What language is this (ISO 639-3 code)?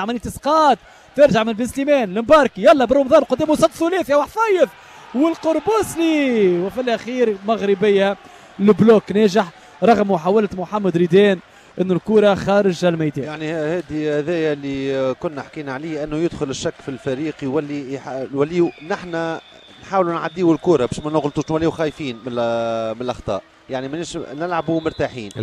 aeb